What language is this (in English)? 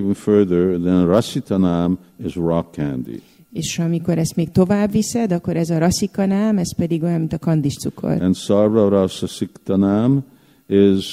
Hungarian